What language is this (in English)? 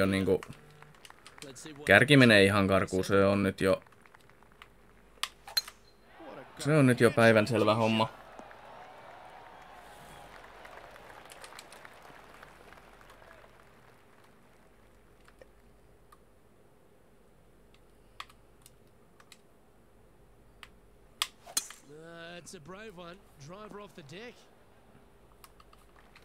Finnish